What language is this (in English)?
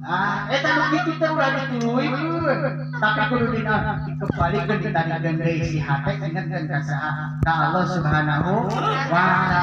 Sundanese